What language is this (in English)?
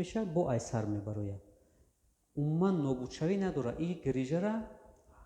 Tajik